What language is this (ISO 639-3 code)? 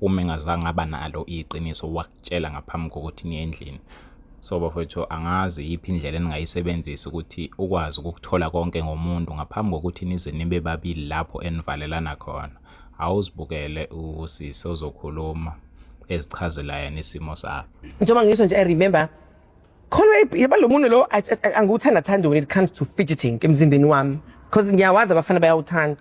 zul